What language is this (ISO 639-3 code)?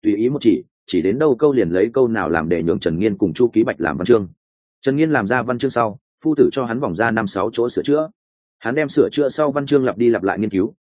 vie